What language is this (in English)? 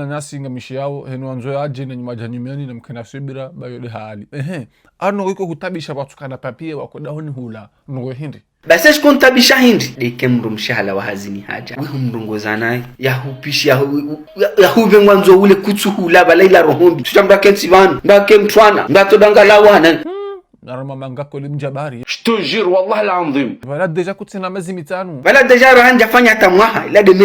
Ngazidja Comorian